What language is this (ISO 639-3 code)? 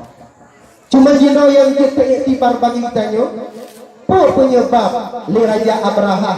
ace